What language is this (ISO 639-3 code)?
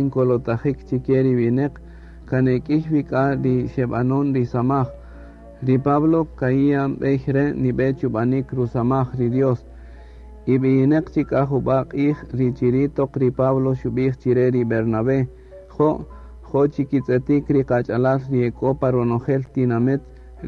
cak